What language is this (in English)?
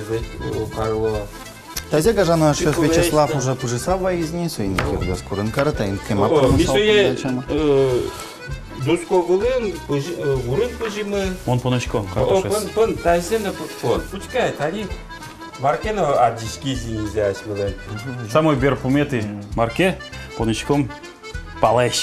Udmurt